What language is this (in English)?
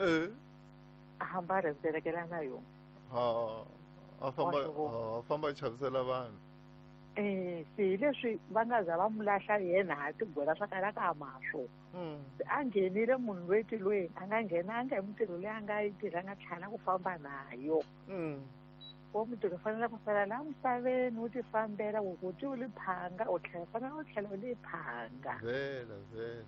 Tsonga